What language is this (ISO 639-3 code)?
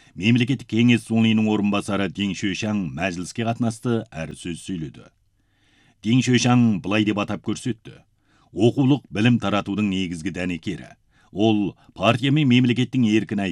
kaz